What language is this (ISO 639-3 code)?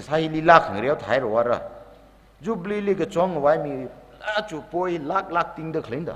nmf